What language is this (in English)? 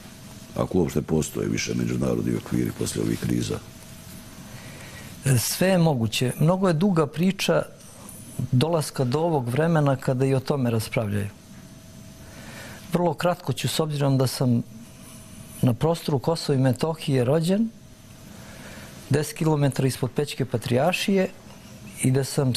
Serbian